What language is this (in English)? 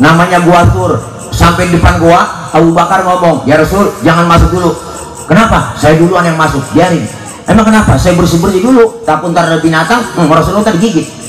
Betawi